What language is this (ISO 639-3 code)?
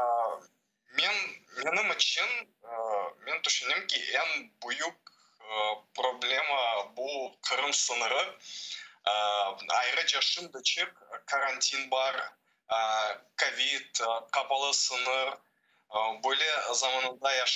crh